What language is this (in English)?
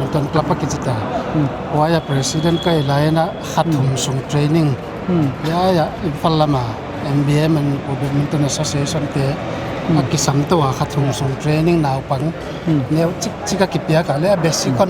Paite Chin